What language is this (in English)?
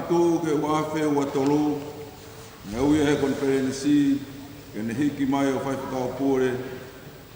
Tongan